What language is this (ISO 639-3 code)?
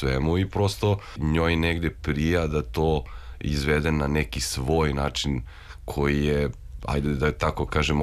srp